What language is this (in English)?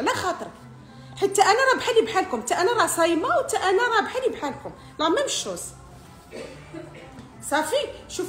Moroccan Arabic